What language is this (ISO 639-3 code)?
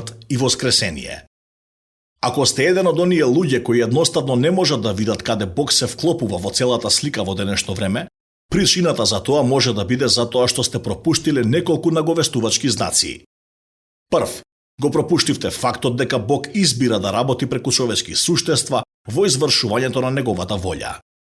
mkd